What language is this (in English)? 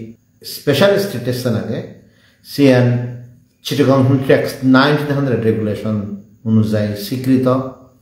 Chakma